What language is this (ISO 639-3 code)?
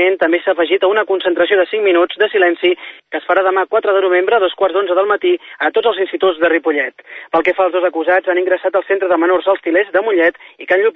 cat